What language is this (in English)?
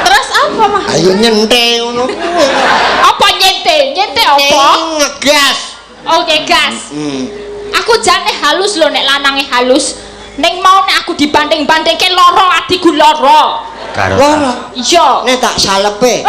Javanese